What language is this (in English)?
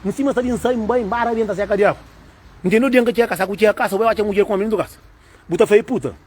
Kabuverdianu